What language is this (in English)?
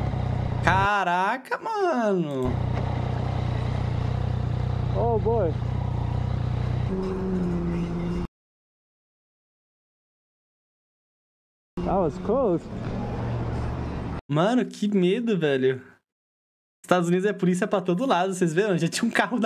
Portuguese